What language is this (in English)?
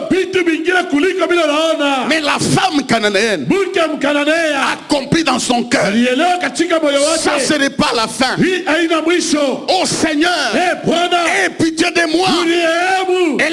Swahili